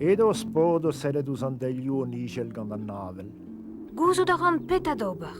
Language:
Breton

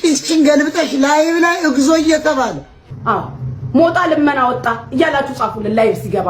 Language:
Amharic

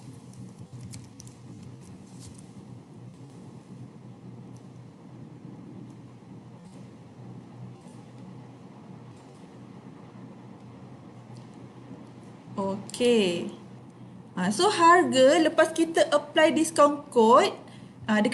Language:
Malay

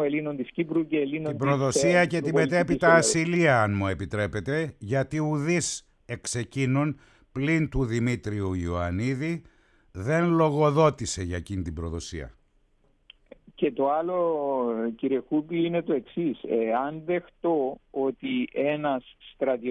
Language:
Greek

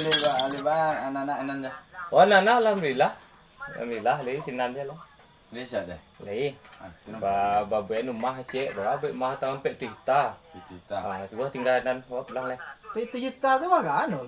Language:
Minangkabau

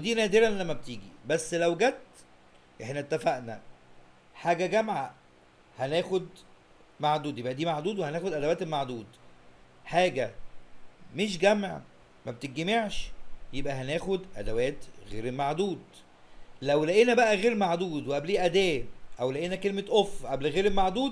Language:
Egyptian Arabic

